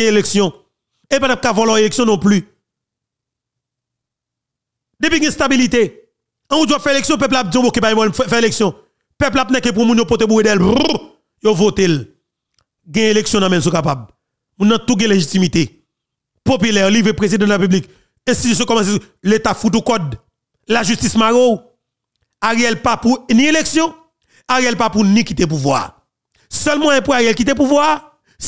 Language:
Haitian Creole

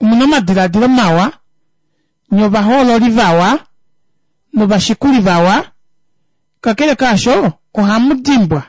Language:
Kuanyama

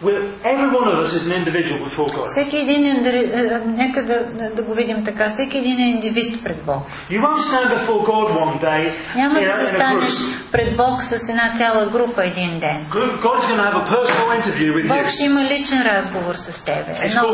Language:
Bulgarian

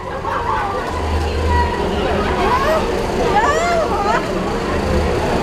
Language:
Indonesian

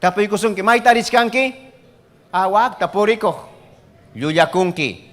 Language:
Ayacucho Quechua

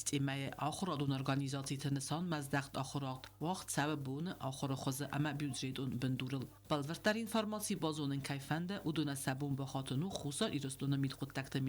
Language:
Ossetic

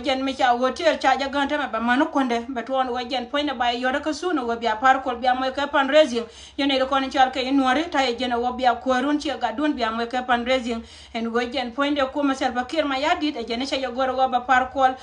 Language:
Nuer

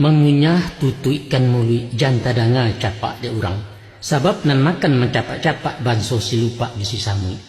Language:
Minangkabau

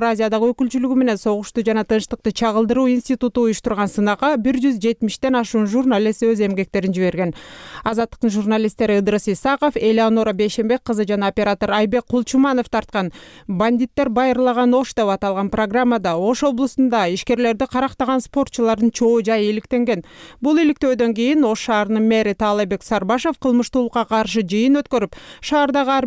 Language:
Kyrgyz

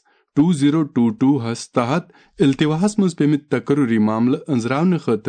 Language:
Kashmiri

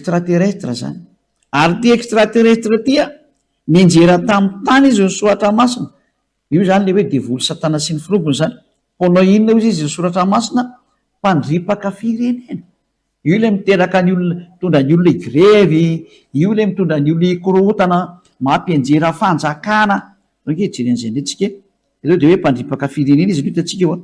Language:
Malagasy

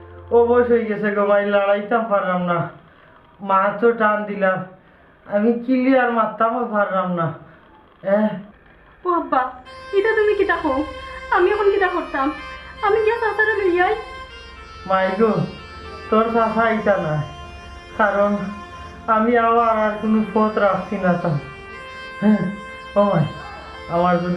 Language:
Sylheti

